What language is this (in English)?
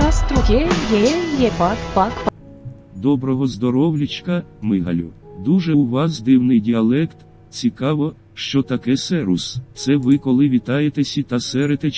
Rusyn